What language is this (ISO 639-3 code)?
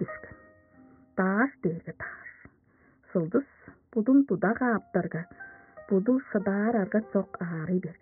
tyv